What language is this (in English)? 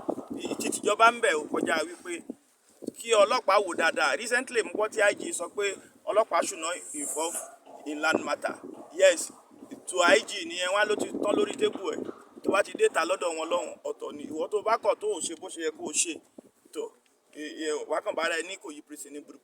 Yoruba